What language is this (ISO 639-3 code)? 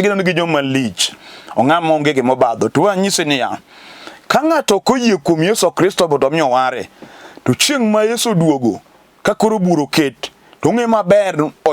luo